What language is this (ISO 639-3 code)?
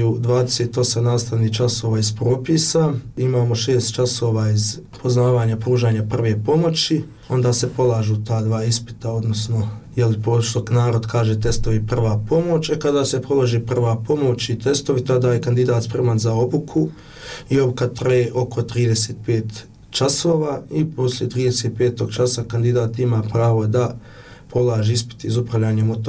bos